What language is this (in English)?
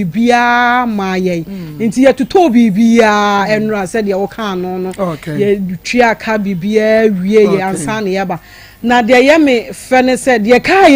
Akan